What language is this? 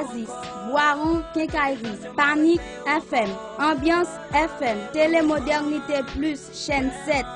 Haitian Creole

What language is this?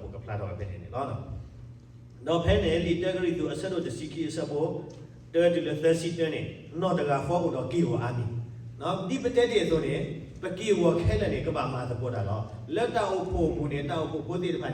S'gaw Karen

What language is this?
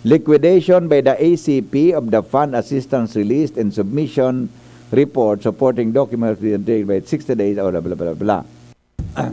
Bikol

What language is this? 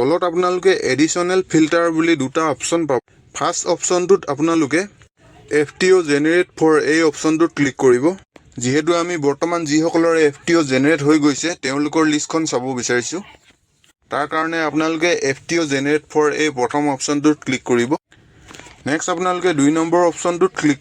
Assamese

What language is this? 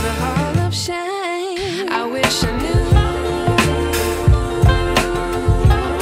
Czech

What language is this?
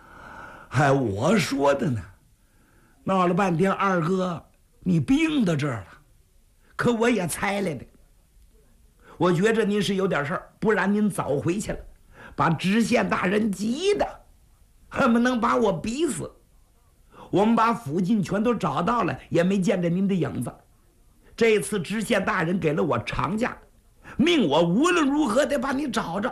Chinese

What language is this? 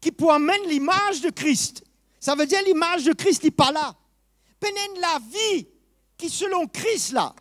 Morisyen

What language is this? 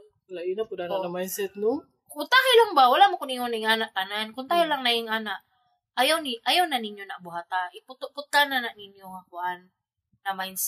Cebuano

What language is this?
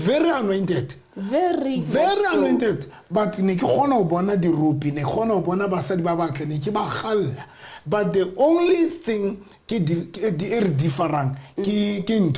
Southern Sotho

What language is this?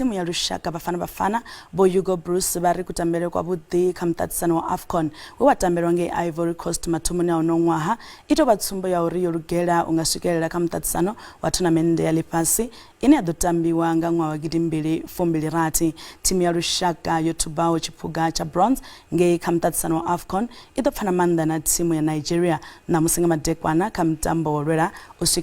Venda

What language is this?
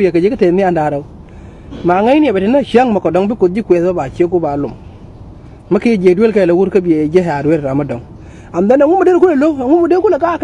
Nuer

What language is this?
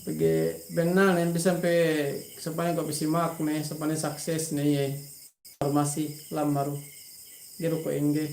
Yakan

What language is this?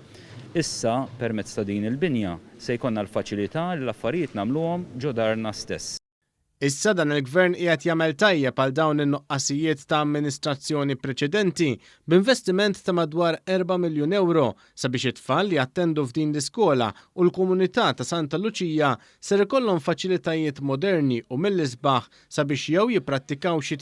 Maltese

